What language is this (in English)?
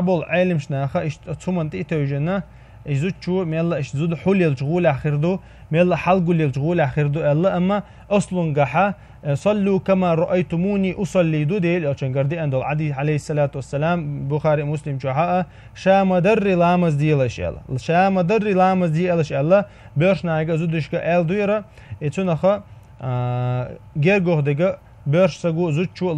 Chechen